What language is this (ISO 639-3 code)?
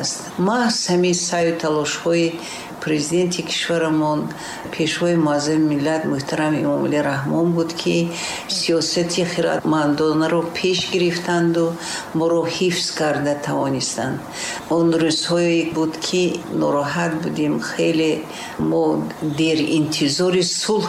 tgk